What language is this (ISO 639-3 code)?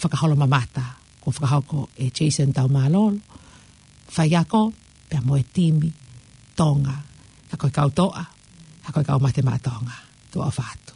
ton